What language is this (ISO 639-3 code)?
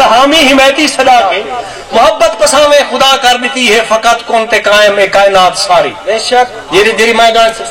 skr